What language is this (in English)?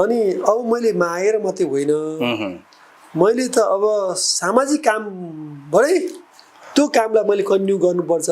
Nepali